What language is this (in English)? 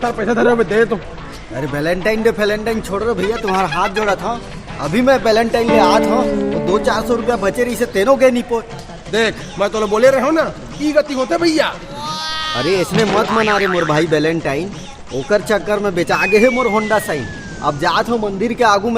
Chhattisgarhi